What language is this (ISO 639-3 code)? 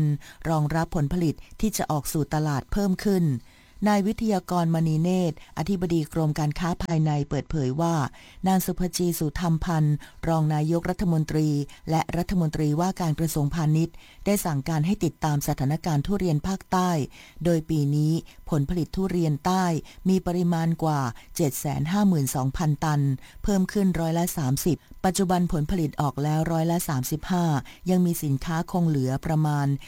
tha